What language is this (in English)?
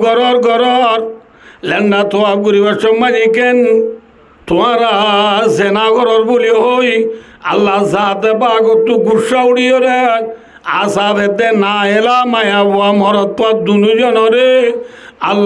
Rohingya